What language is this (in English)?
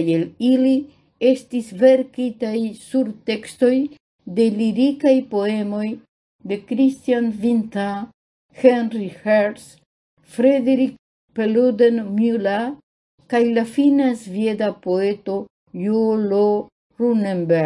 Esperanto